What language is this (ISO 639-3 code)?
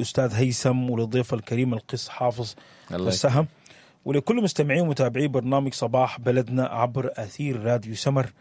apd